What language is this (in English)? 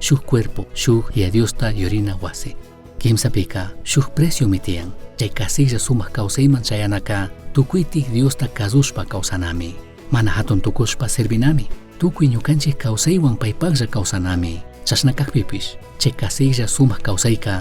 Chimborazo Highland Quichua